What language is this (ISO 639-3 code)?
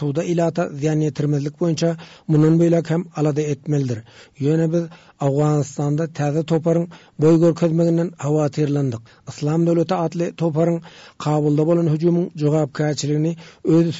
tuk